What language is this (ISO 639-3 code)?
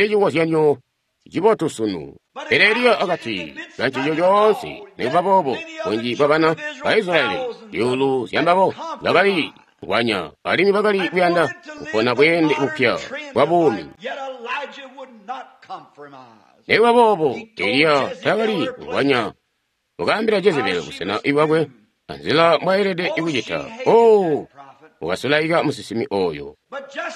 toi